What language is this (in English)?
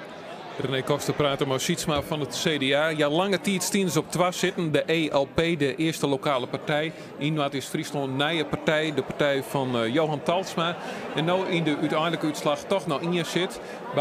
Western Frisian